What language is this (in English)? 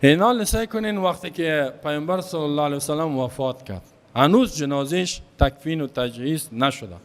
Persian